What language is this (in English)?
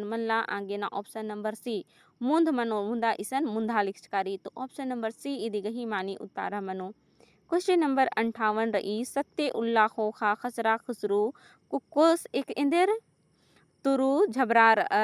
Kurukh